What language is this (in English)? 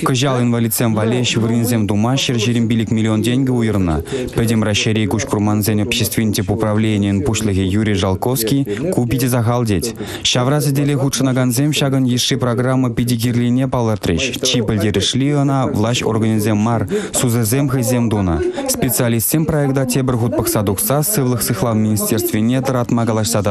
Chuvash